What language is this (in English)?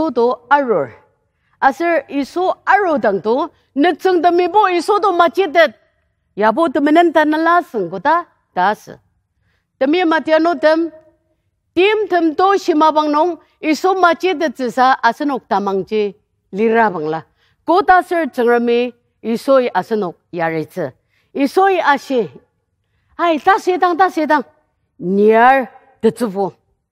Ao Naga